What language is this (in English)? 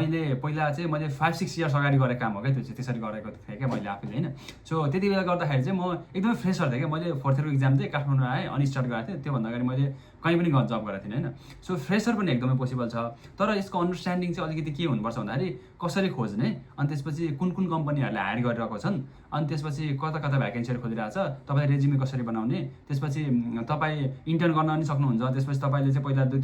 Nepali